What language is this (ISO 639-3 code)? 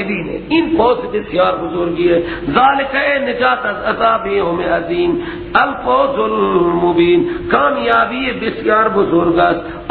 fas